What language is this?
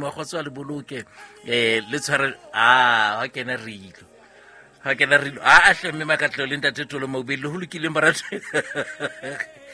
Southern Sotho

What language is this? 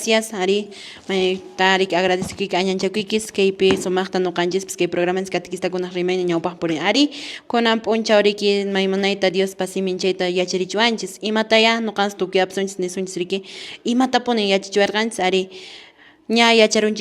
Quechua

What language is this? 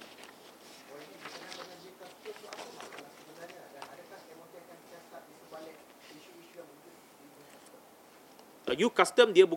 Malay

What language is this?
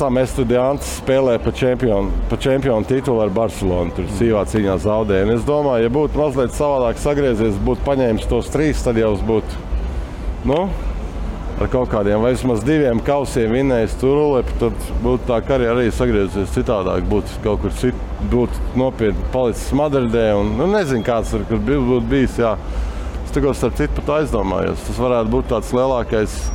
Latvian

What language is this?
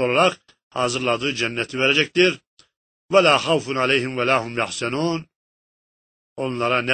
Turkish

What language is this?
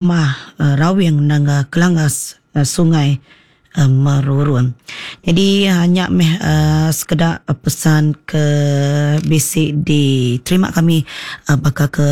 Iban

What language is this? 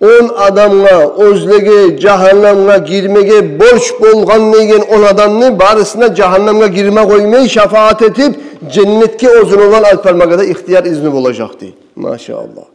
Kumyk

